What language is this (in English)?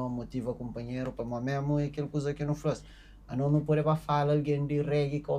Kabuverdianu